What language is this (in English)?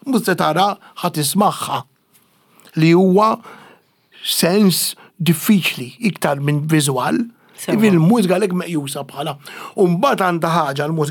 Maltese